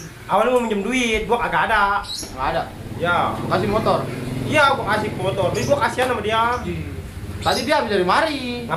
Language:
Betawi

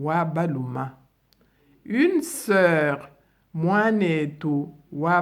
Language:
Luba-Lulua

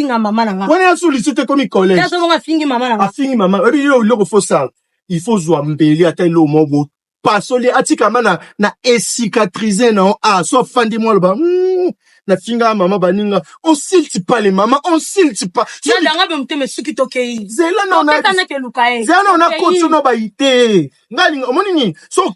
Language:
Lingala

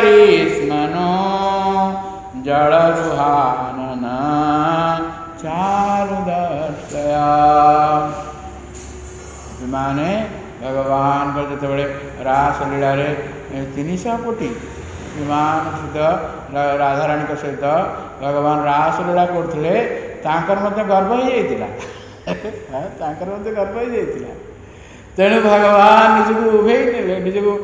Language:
Odia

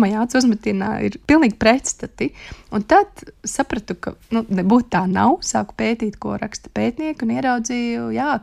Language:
Latvian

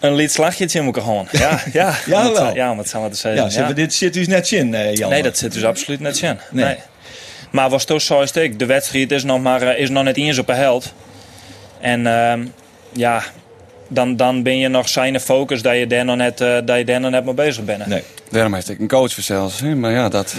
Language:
Western Frisian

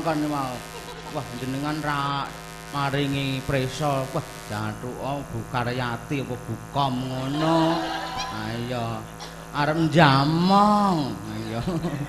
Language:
Javanese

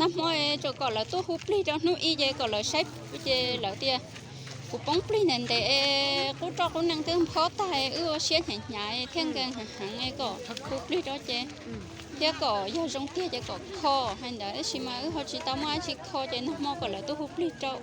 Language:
Hmong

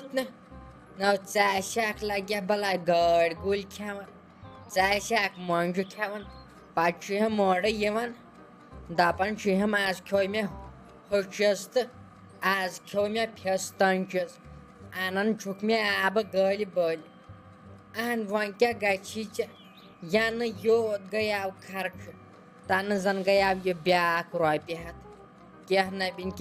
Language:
Kashmiri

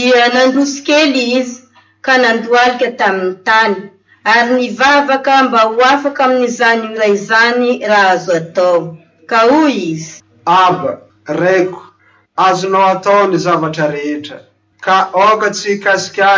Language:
Malagasy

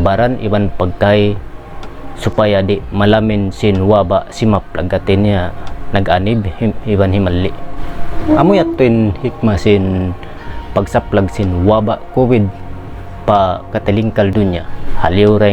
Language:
Tausug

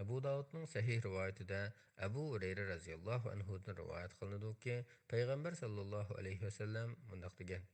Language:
Uyghur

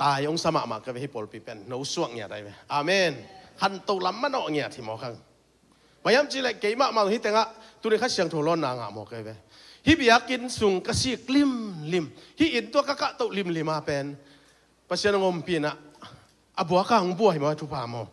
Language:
Tedim Chin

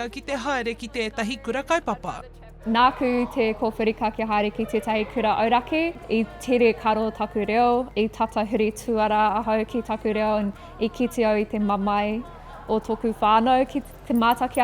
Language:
Māori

